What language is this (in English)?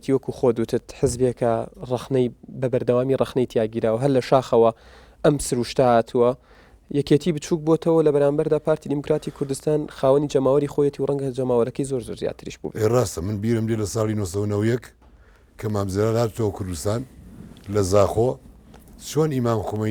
Central Kurdish